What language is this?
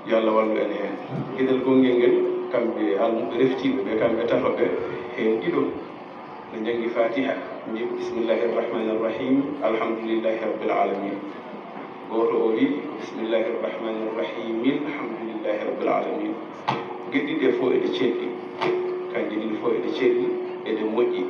Fula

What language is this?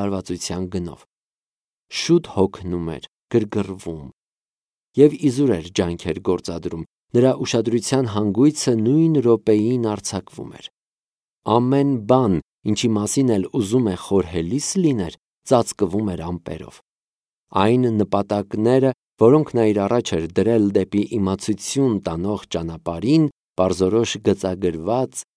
Armenian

